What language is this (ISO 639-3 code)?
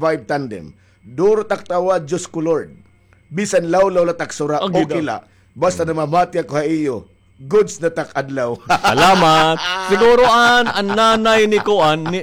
war